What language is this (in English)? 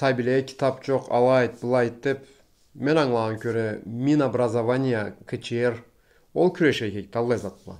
Karachay-Balkar